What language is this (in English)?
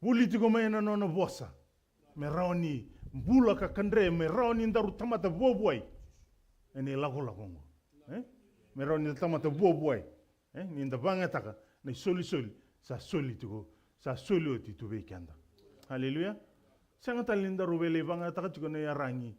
Fijian